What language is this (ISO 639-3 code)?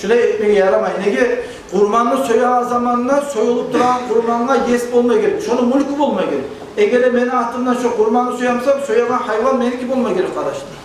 kum